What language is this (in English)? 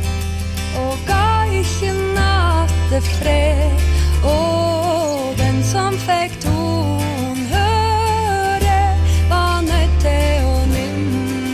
Norwegian